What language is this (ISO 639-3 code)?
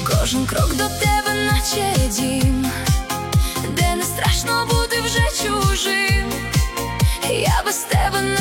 ukr